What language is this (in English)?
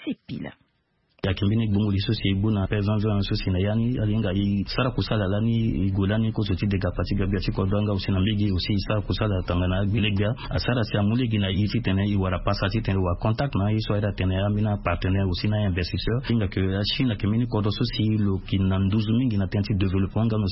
Sango